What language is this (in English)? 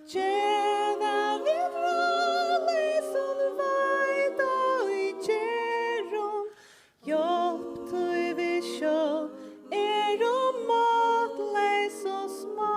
Faroese